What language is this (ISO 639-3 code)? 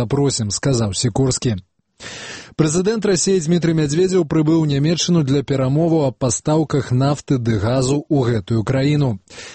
bel